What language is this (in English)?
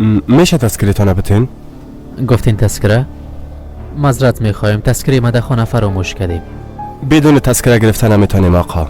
Persian